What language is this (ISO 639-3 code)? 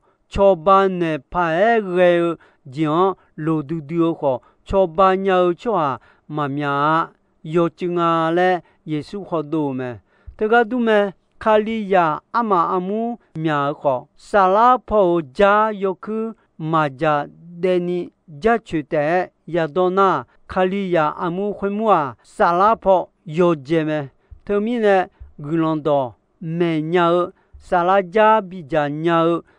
ahk